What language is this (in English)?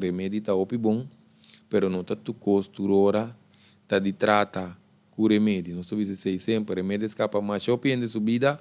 Papiamento